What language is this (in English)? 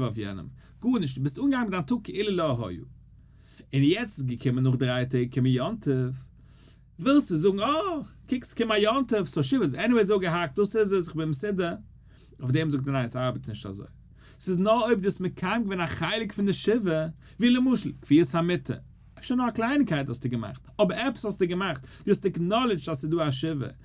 Yiddish